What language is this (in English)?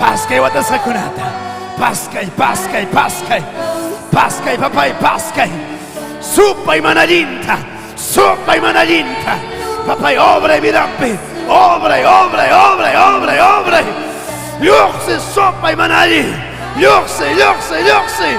Ayacucho Quechua